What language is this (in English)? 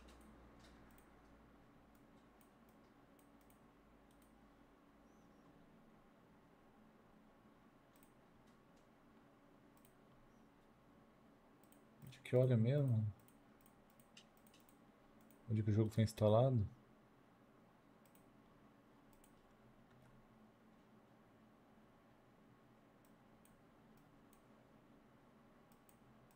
Portuguese